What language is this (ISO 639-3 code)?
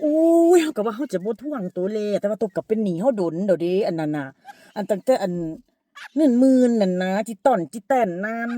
tts